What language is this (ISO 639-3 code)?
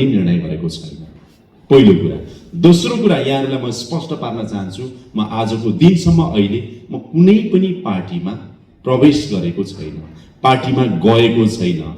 nep